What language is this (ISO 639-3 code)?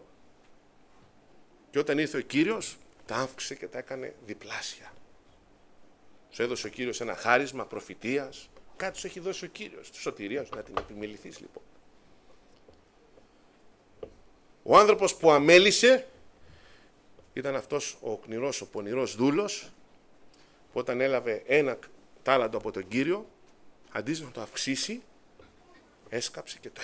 ell